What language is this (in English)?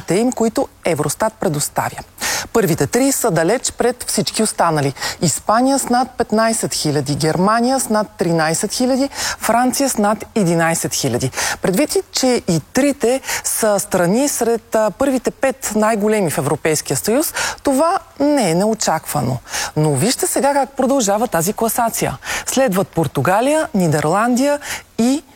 Bulgarian